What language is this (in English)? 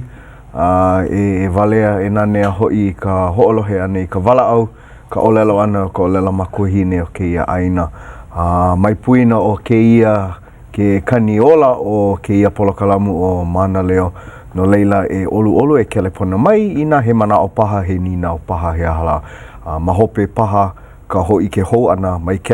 Hawaiian